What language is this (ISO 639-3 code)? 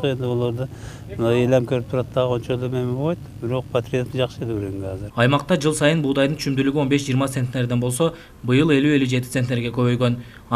kir